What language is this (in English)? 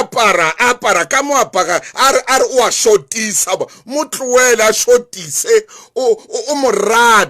Southern Sotho